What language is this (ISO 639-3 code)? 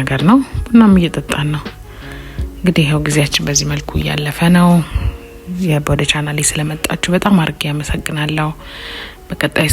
amh